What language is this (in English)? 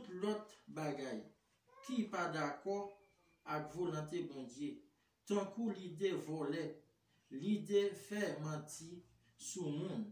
Haitian Creole